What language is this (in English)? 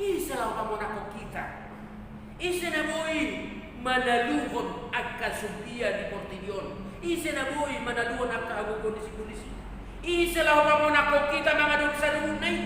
Batak Toba